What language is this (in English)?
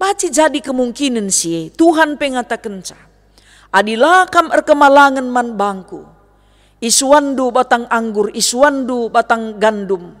Batak Karo